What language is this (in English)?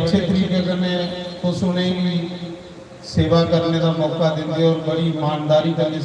Dogri